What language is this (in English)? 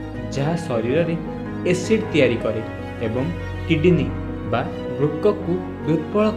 Odia